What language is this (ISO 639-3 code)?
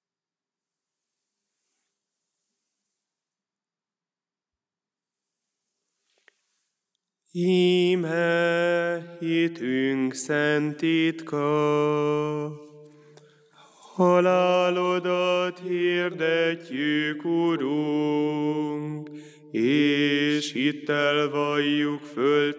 hun